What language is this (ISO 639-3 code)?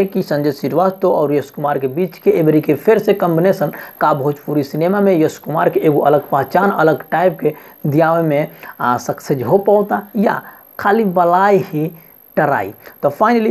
bho